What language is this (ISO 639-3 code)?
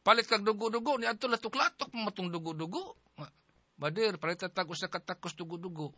ceb